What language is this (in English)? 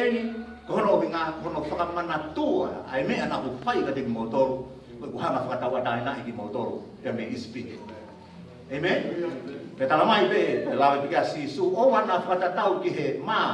Tongan